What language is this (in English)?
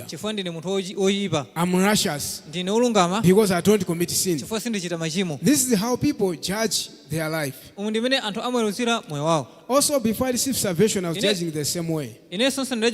Nyanja